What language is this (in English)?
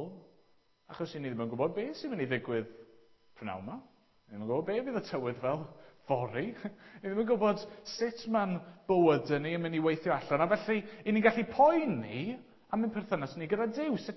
Welsh